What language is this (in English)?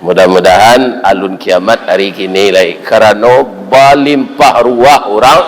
Minangkabau